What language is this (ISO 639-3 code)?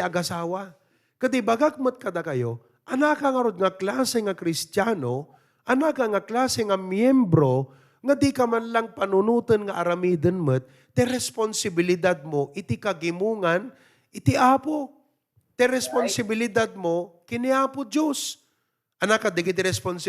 ilo